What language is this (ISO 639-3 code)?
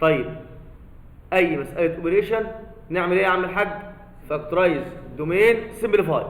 arz